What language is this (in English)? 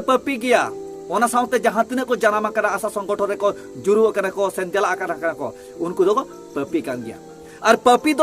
Santali